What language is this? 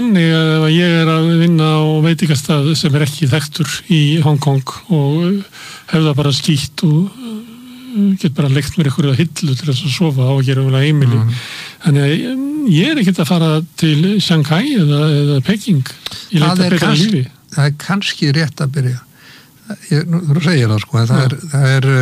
Icelandic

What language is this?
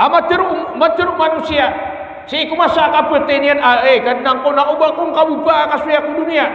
Maranao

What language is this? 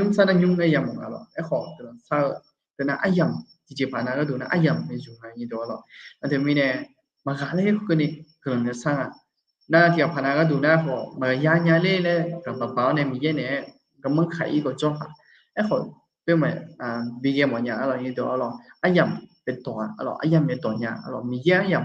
Akha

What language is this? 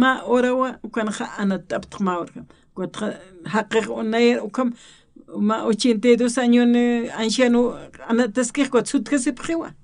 Aymara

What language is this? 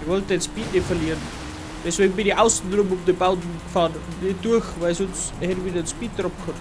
Bavarian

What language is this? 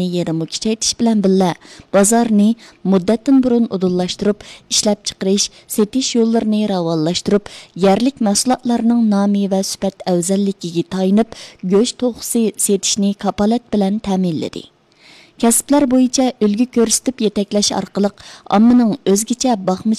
Uyghur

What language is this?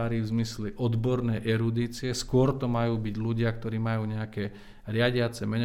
Slovak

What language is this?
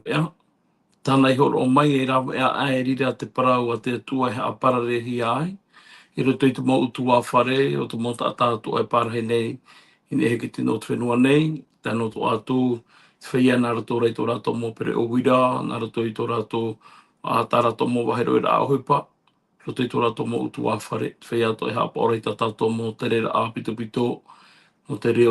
Tahitian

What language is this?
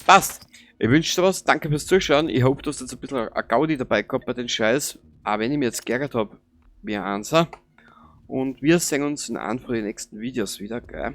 Bavarian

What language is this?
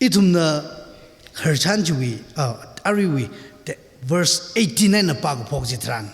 Tangkhul Naga (India)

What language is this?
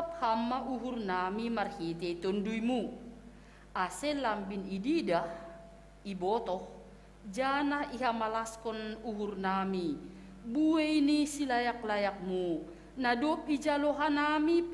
Batak Simalungun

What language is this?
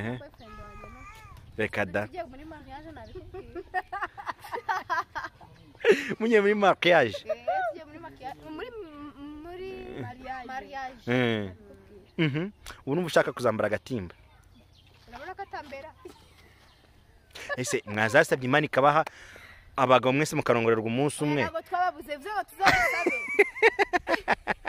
Kinyarwanda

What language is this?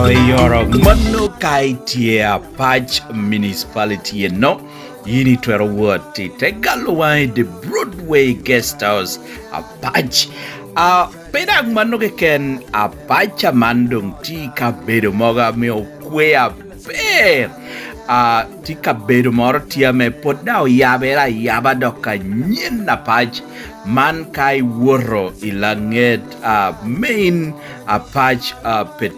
Lango (Uganda)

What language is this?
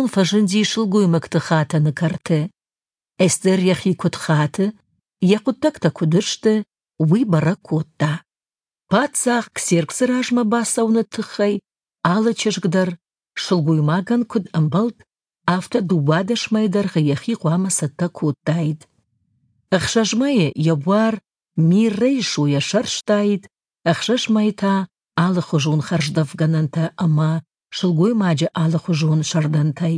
Ossetic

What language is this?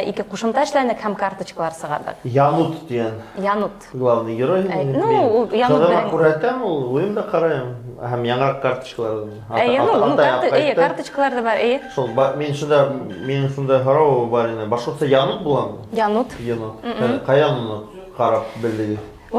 Bashkir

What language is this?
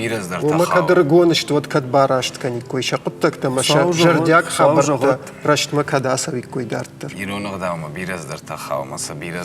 Ossetic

